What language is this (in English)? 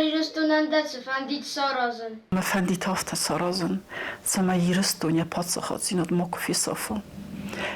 Ossetic